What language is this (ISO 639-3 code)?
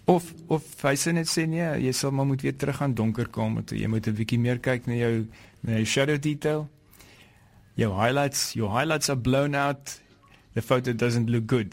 afr